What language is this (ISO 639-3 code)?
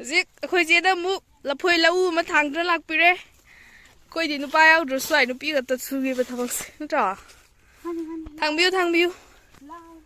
mni